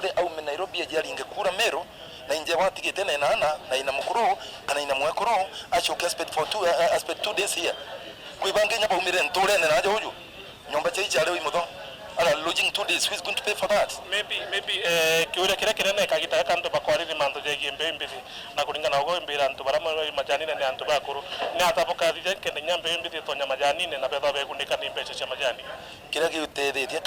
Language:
Meru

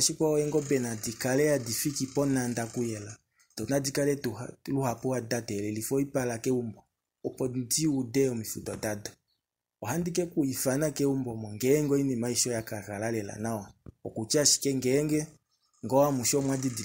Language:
Kuanyama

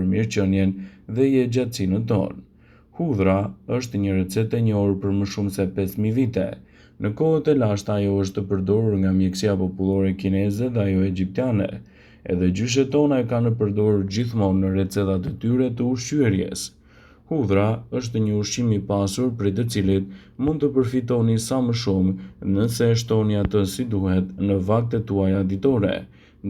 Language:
Albanian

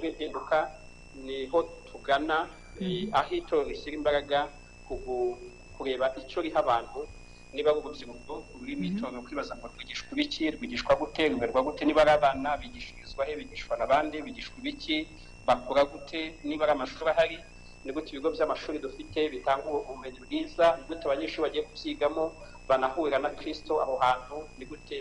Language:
Kinyarwanda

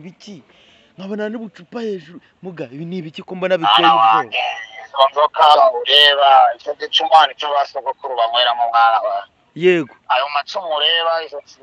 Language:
Kinyarwanda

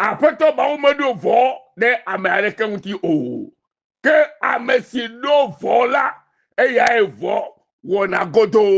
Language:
Ewe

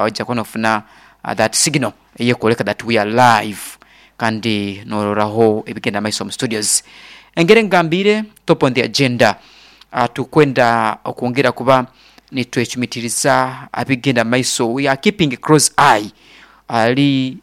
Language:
Nyankole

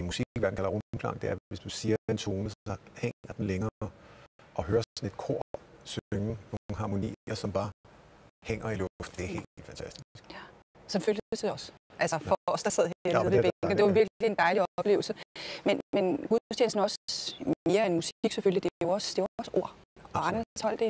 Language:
Danish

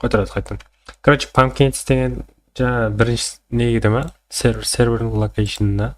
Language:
Kara-Kalpak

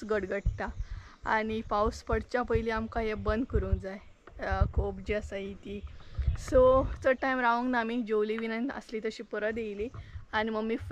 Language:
Konkani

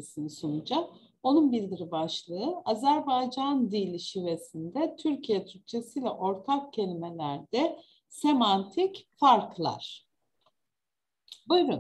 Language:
Turkish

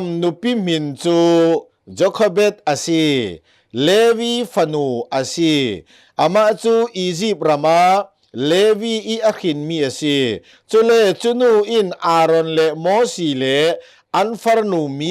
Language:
Hakha Chin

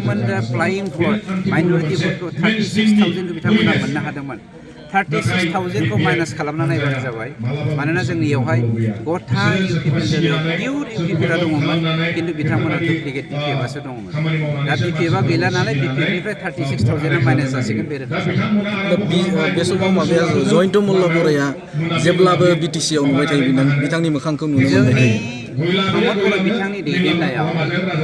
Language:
Bodo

